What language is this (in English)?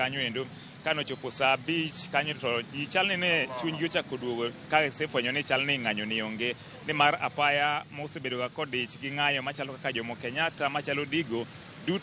Luo (Kenya and Tanzania)